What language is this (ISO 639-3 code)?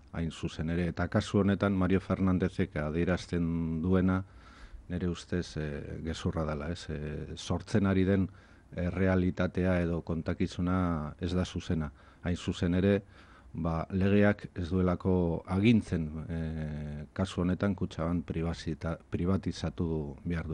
eus